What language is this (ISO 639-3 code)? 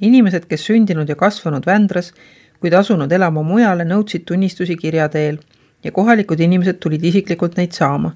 est